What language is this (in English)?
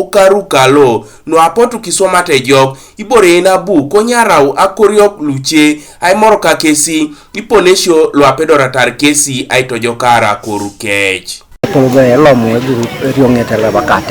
Teso